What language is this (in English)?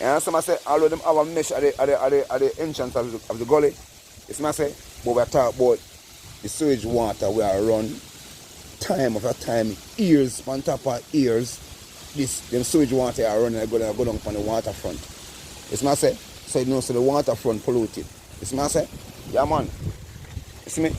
Jamaican Creole English